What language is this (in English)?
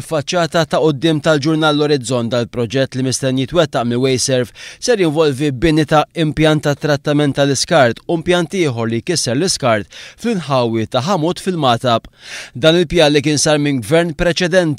Maltese